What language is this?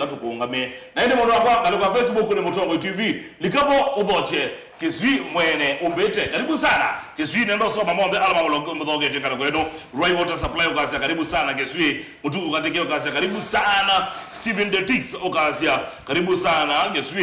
Kamba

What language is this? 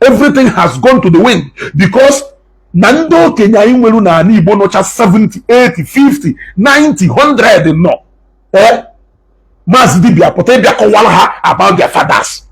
Igbo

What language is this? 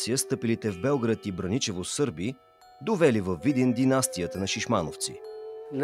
Bulgarian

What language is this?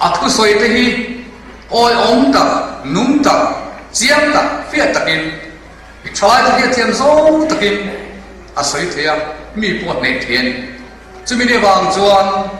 Mizo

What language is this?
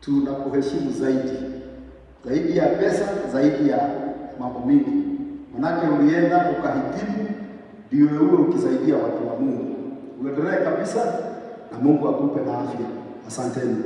Swahili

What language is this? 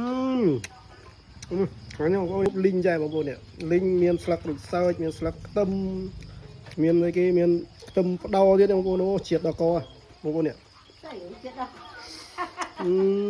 Khmer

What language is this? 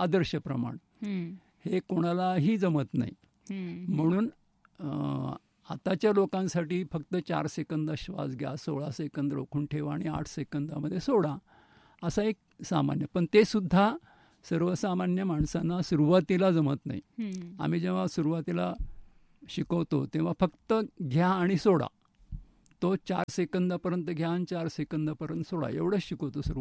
Marathi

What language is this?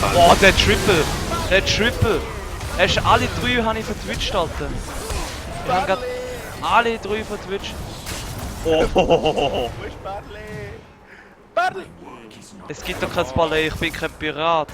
Swiss German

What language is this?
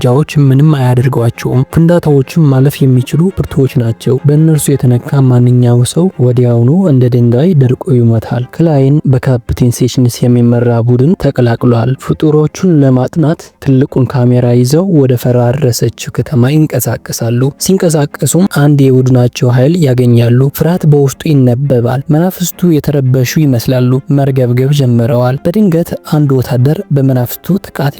Amharic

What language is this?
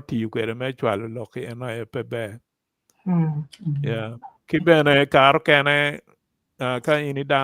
Acoli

